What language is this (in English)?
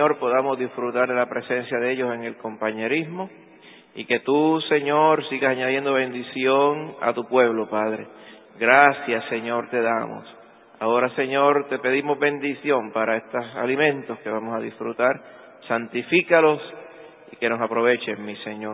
Spanish